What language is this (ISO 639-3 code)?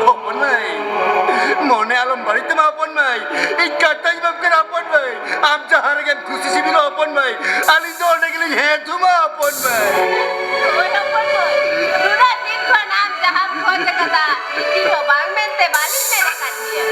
sat